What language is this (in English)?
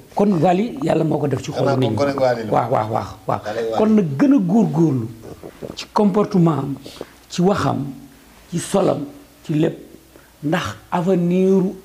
Wolof